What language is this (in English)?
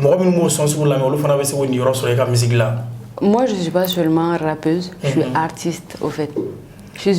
Bambara